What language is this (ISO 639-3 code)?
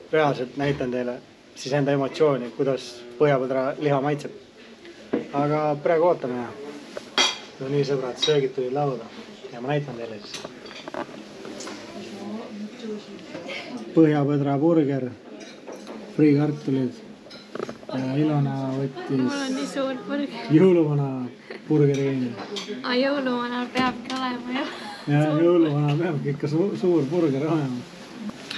est